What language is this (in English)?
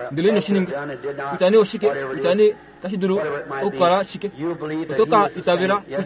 Kuanyama